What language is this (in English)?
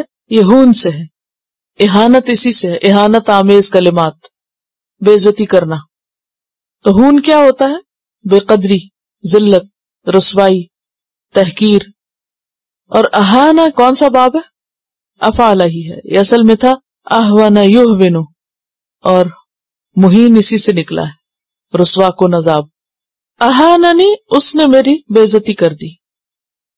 Urdu